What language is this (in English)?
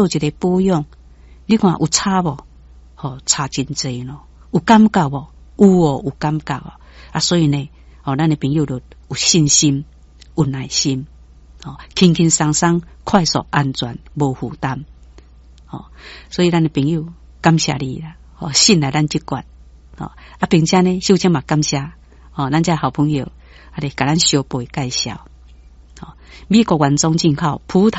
Min Nan Chinese